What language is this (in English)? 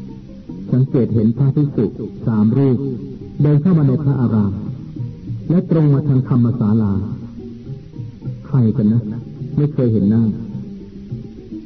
Thai